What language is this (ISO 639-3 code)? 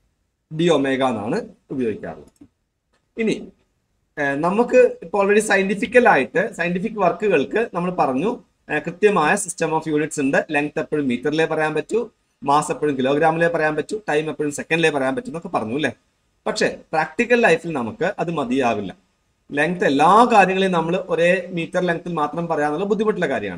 mal